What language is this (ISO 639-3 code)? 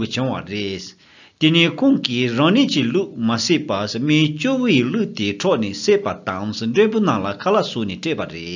bod